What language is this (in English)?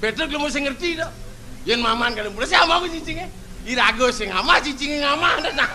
Balinese